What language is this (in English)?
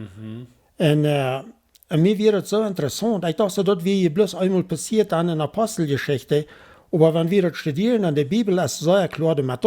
Plautdietsch